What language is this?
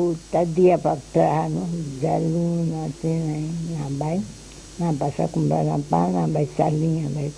Papiamento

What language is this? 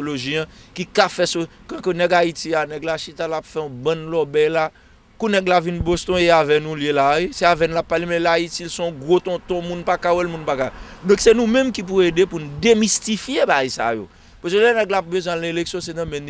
Haitian Creole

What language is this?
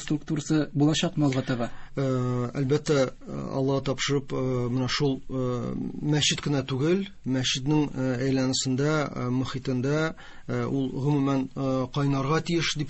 Tatar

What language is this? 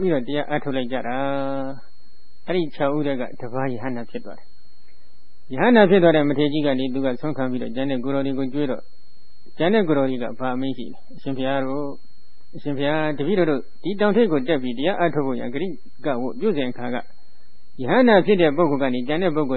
Burmese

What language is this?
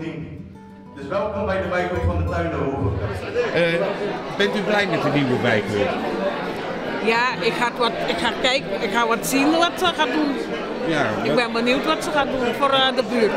Dutch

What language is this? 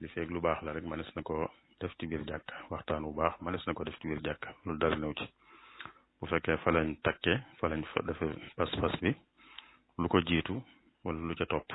Wolof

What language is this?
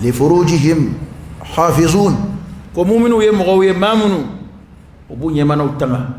Dyula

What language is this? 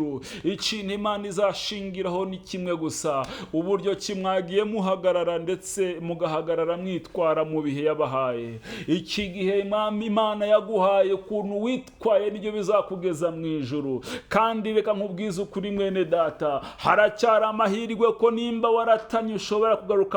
Kinyarwanda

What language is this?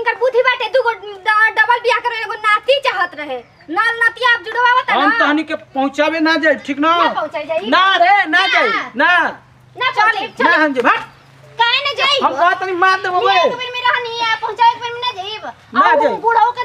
Bhojpuri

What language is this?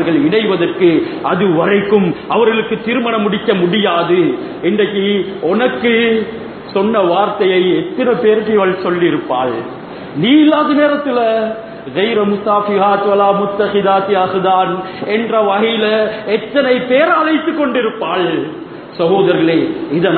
Tamil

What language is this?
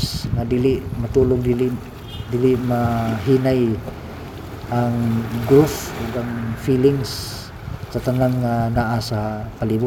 Cebuano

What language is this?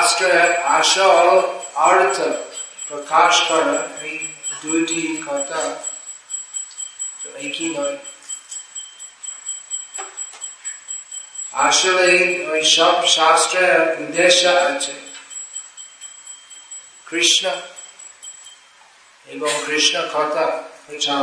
Bangla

